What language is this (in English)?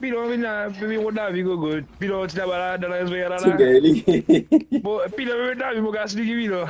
Morisyen